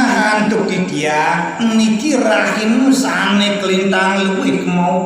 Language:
Balinese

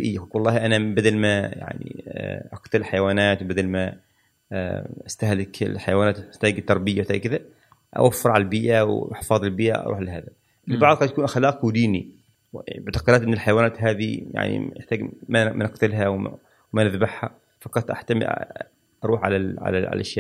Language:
Gulf Arabic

